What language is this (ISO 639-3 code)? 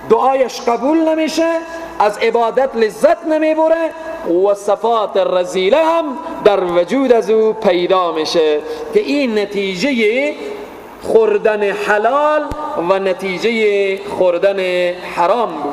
fas